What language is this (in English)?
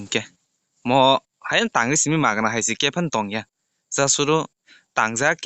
Kok Borok